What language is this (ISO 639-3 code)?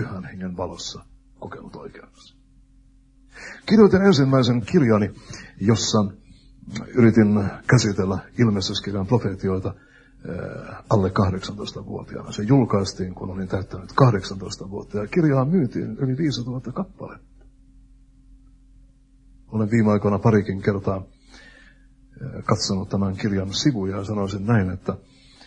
fin